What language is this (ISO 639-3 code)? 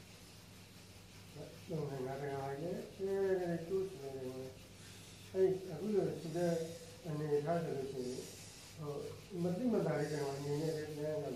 mya